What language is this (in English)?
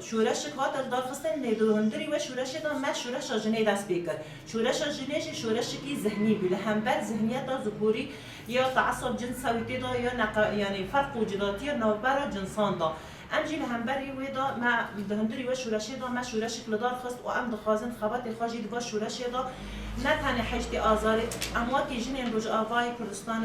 Kurdish